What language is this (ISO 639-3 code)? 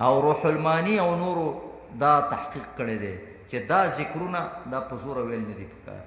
pus